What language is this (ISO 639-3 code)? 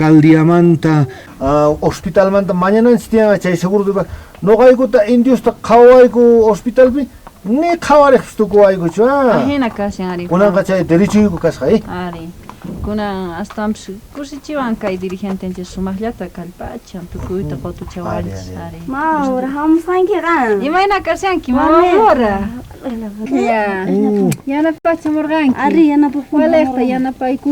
quh